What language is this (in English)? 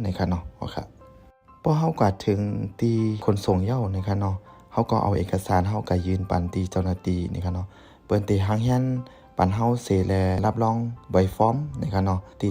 Shan